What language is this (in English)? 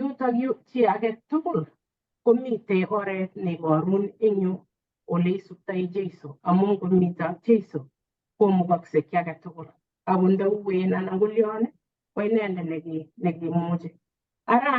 Kalenjin